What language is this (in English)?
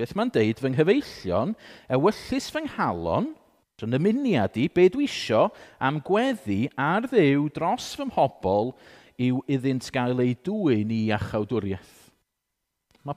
Welsh